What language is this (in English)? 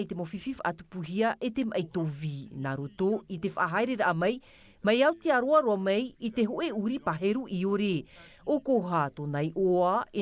Tahitian